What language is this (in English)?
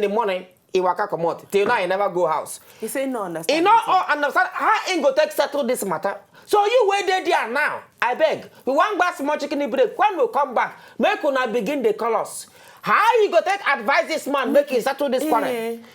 Nigerian Pidgin